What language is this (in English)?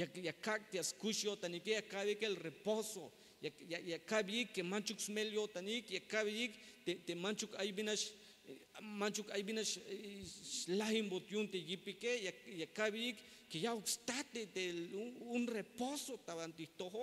Tzeltal